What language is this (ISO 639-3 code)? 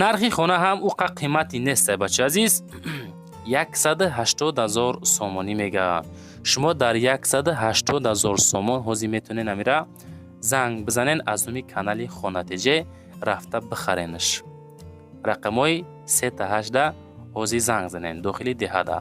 tgk